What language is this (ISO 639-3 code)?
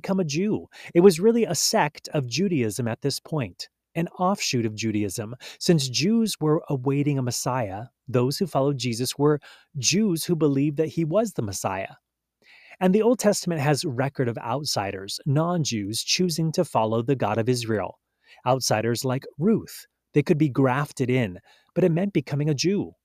eng